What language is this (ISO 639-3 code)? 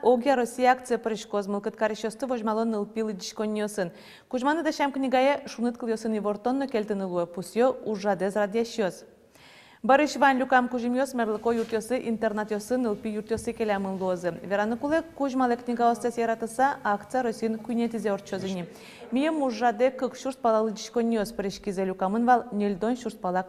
udm